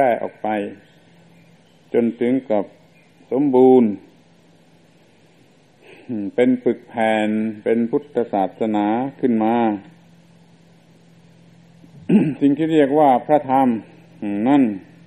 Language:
Thai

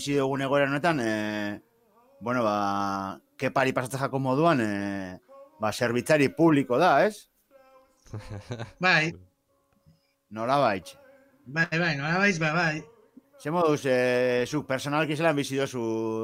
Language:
Basque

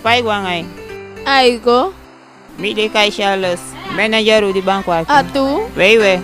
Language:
Eastern Maroon Creole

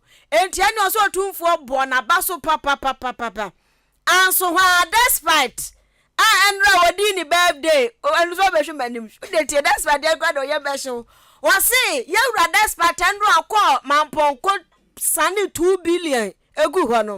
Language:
Akan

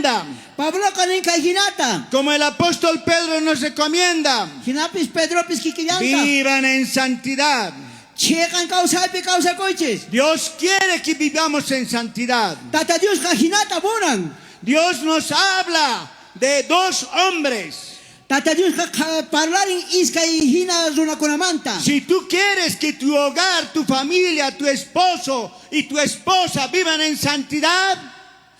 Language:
South Bolivian Quechua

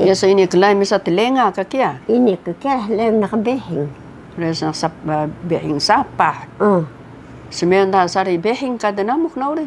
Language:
Taroko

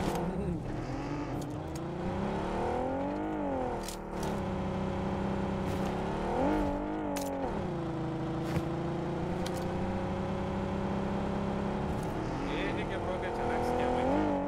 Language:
Kannada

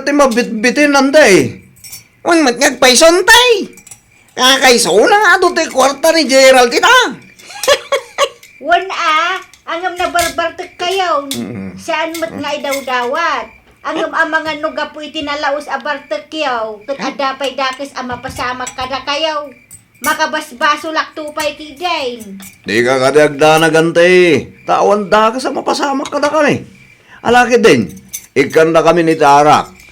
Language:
Iloko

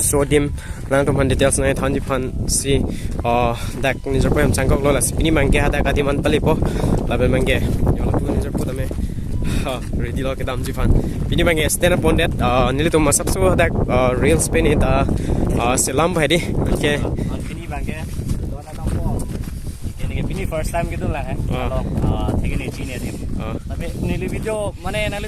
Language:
Karbi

